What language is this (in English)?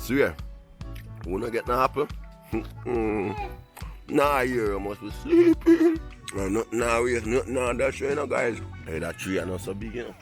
Jamaican Creole English